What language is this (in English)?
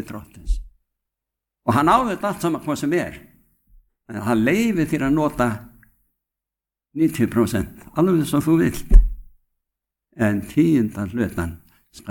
Icelandic